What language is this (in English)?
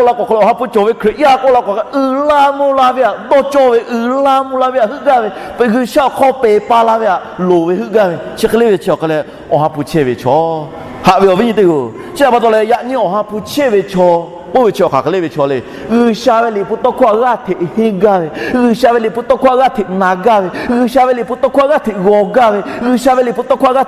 Lahu